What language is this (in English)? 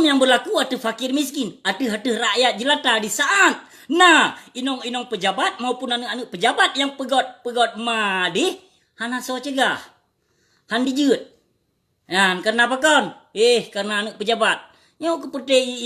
Achinese